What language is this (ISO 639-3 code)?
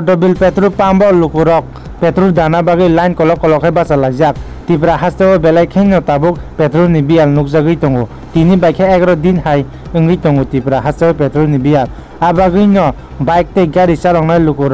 trp